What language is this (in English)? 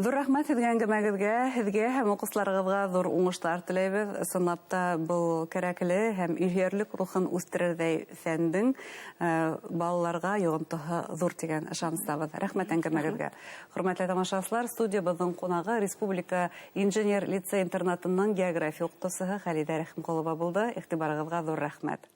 Bashkir